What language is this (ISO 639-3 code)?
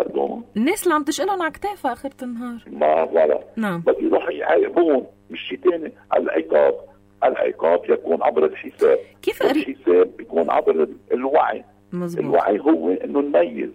apc